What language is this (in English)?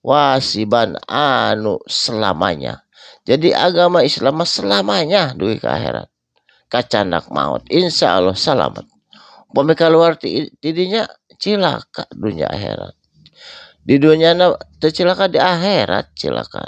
Sundanese